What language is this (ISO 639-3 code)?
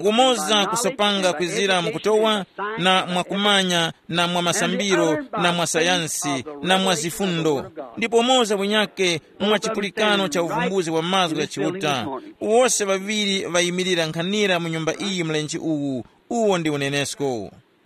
tum